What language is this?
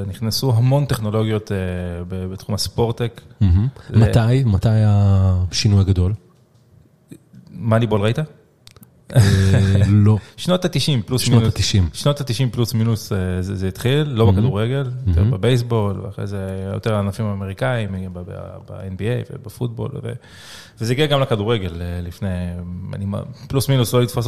Hebrew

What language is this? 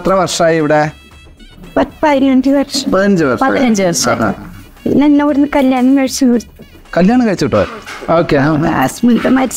Malayalam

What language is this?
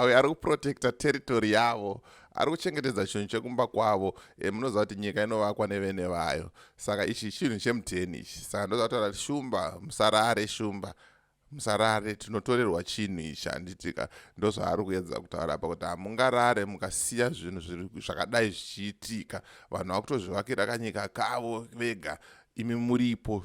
Shona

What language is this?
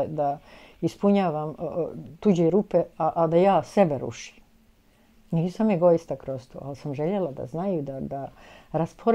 Bosnian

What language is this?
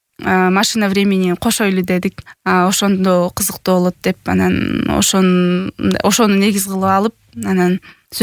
Kyrgyz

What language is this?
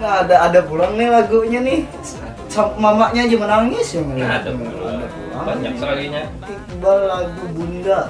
Banjar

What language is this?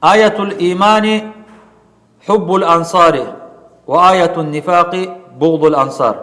Kumyk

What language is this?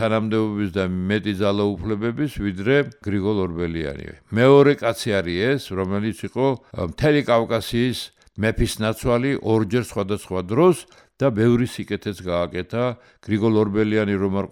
Georgian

